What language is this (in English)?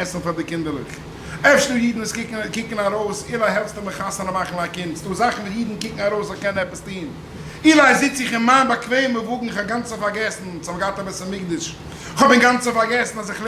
Yiddish